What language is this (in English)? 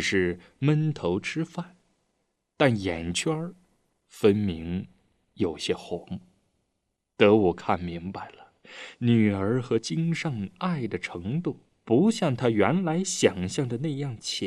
Chinese